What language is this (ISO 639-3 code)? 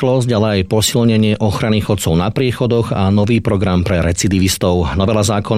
slk